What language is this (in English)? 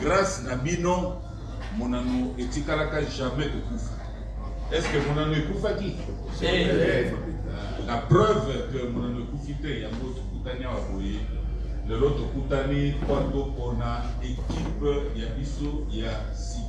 Lingala